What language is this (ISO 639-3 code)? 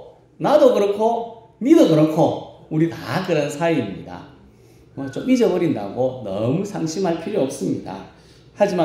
kor